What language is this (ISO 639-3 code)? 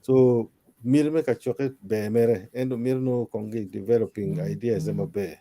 ach